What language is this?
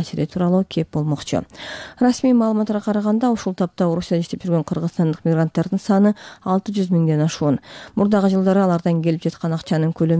Kyrgyz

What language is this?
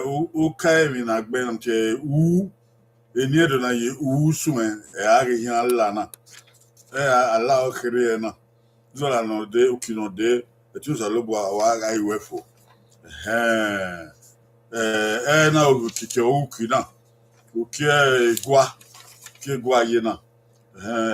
Bini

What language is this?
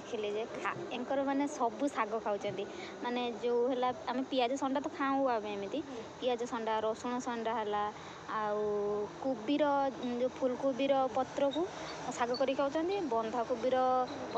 Odia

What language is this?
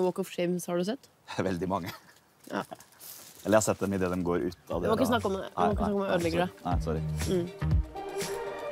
Norwegian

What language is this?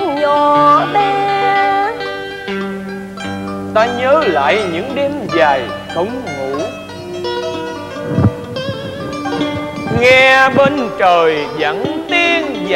Vietnamese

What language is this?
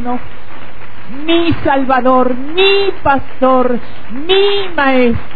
Spanish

